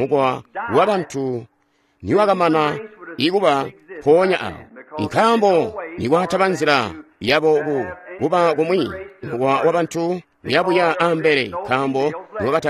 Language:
Tonga (Zambia)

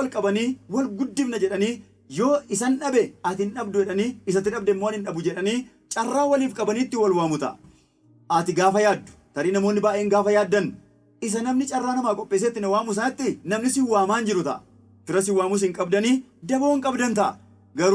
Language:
Oromo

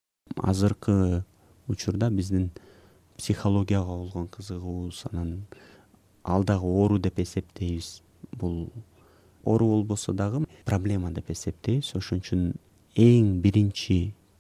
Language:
Kyrgyz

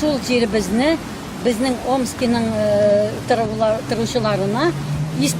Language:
Tatar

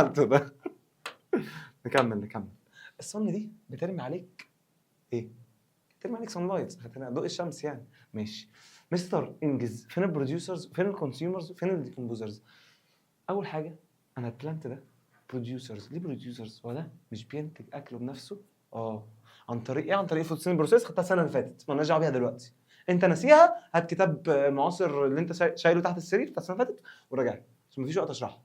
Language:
Egyptian Arabic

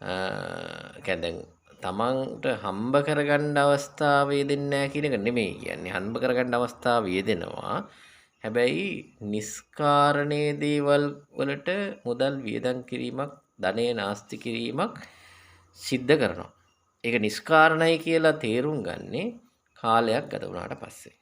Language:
Sinhala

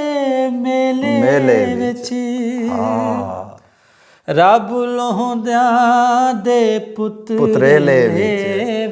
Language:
Saraiki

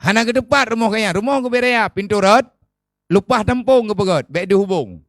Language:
Achinese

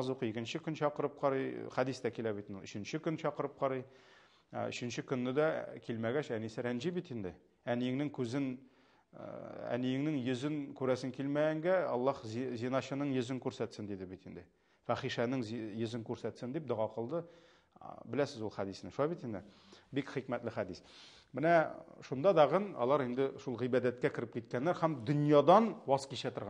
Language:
Tatar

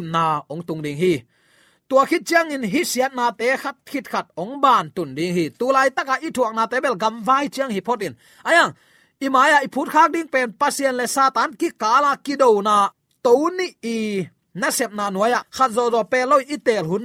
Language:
Tedim Chin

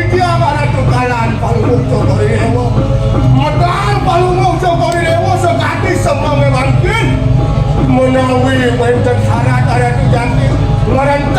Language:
Balinese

